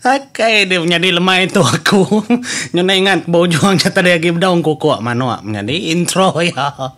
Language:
Iban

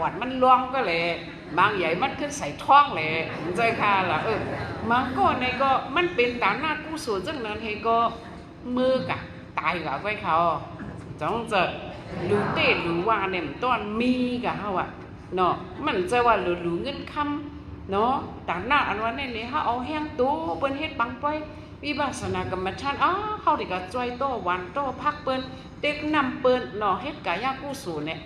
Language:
Shan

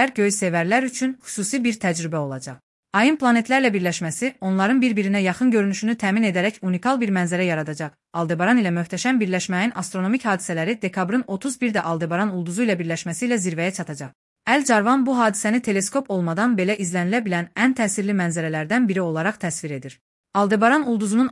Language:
Azerbaijani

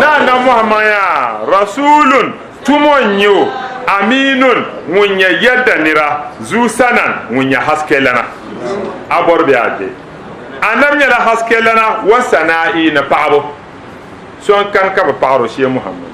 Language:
Dagbani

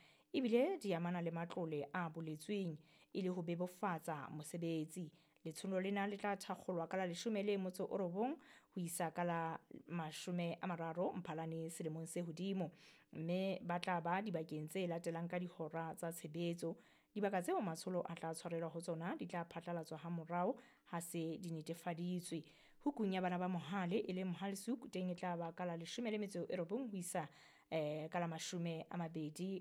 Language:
Southern Sotho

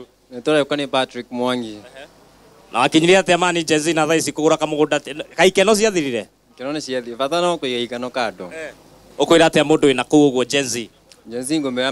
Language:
Kikuyu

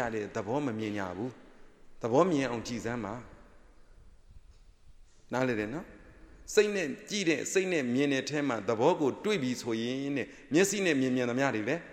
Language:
Burmese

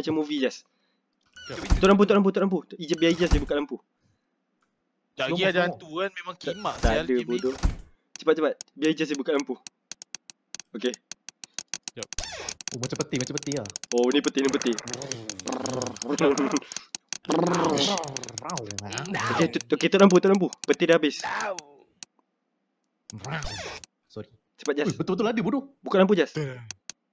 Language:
Malay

